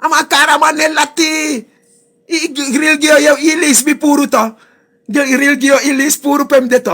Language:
Sranan Tongo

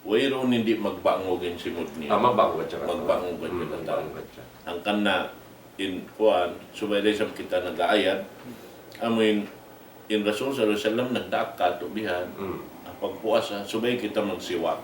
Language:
Tausug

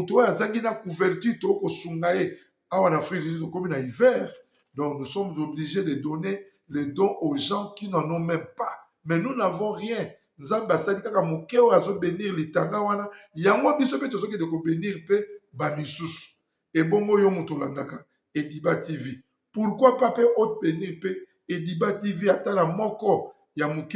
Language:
Lingala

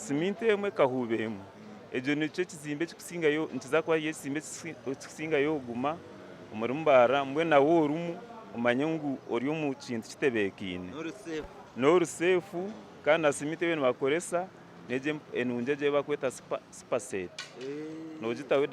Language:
Nyankole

